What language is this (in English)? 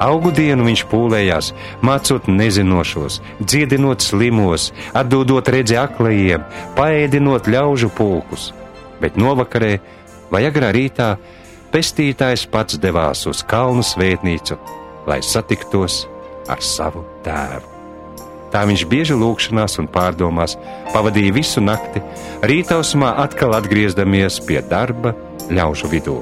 Latvian